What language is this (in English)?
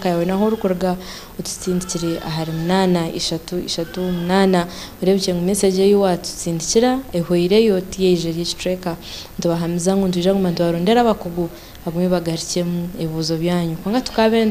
Nyankole